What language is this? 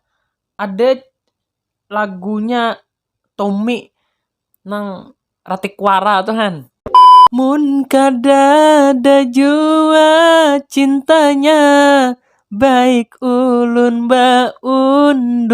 Banjar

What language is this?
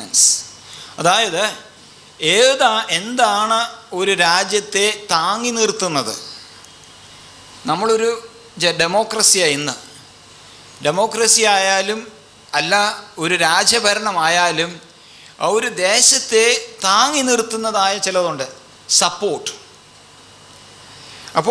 Malayalam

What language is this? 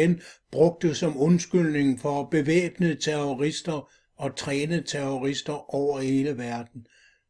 Danish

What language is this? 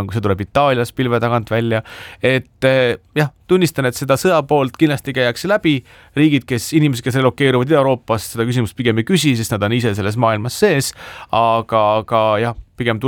Estonian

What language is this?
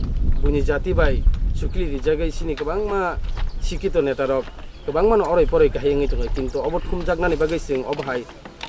Kok Borok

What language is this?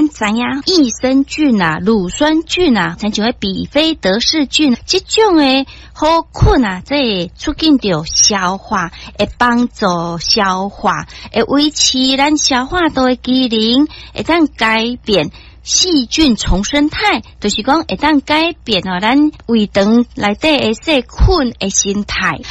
Min Nan Chinese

